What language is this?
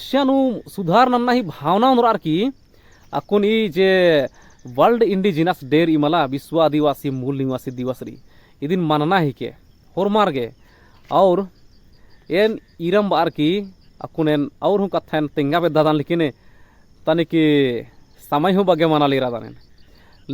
Kurukh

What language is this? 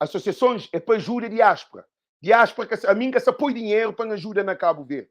Kabuverdianu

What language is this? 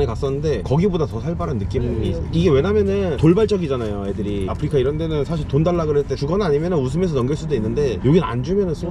Korean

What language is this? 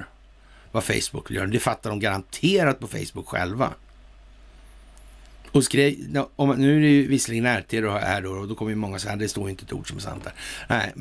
Swedish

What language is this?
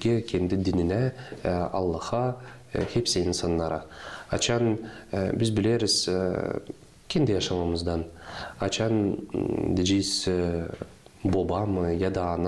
Gagauz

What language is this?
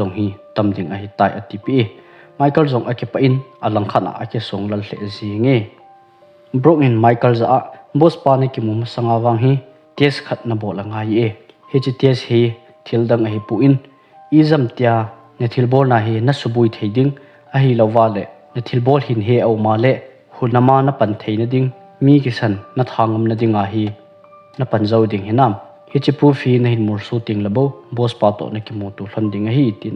Thado Chin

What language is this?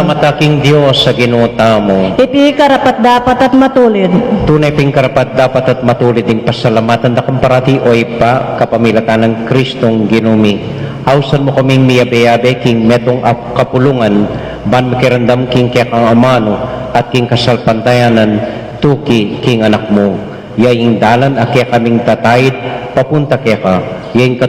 Pampanga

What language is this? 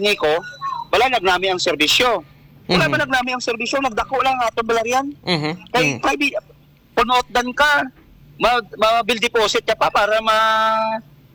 Hiligaynon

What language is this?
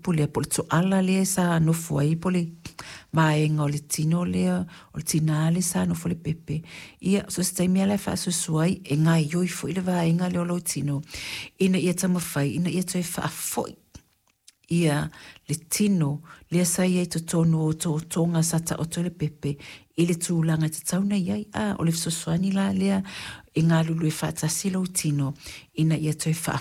Samoan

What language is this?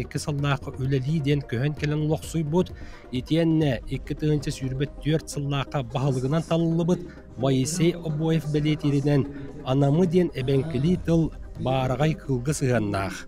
Yakut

